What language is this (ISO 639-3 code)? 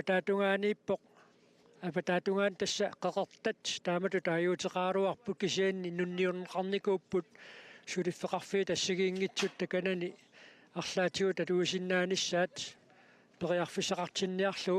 kal